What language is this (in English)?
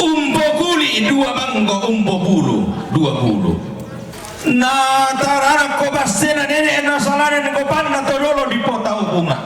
Toraja-Sa'dan